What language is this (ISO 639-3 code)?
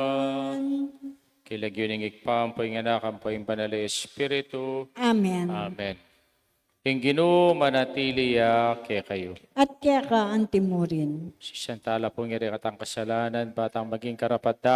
pam